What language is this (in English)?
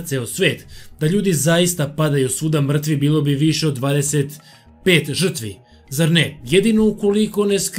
Serbian